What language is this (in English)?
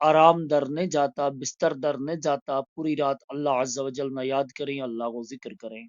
Gujari